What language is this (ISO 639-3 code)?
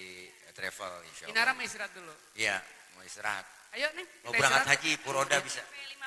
bew